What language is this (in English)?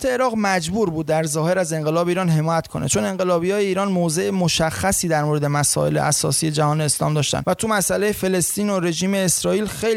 Persian